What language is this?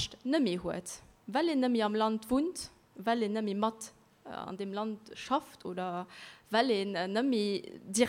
Luxembourgish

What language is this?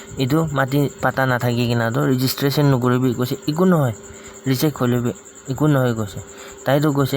Naga Pidgin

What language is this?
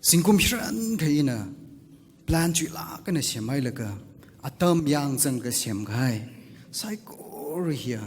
Tangkhul Naga (India)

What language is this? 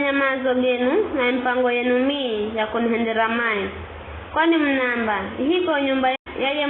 Giryama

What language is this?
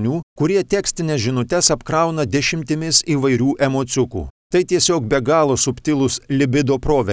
Lithuanian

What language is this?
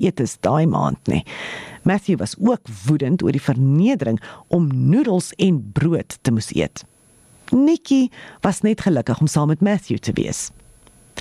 Afrikaans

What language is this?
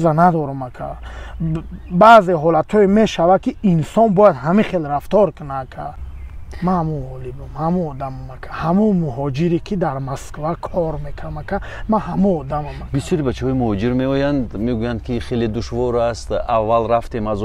Tajik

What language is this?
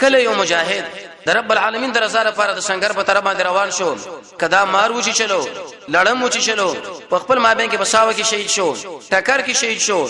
Pashto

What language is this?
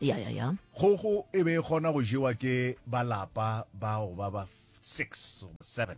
Northern Sotho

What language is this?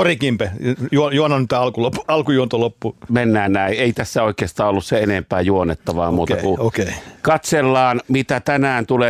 Finnish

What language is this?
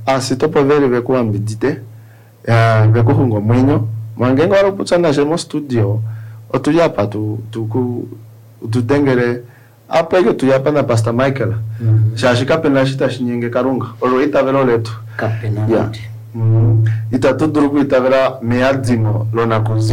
Kuanyama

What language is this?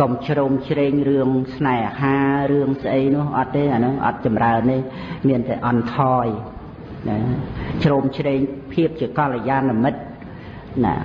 Khmer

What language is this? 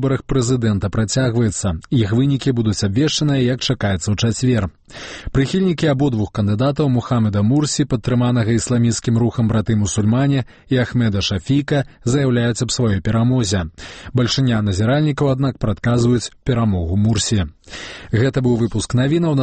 Belarusian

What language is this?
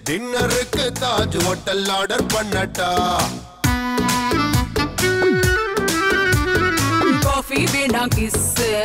Tamil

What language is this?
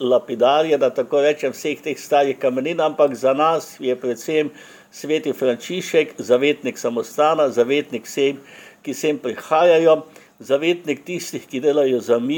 Slovenian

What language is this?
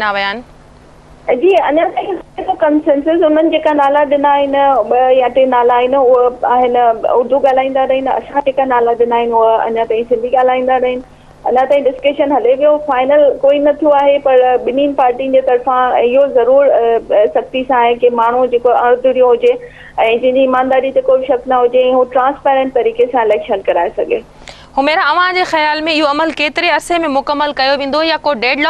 Sindhi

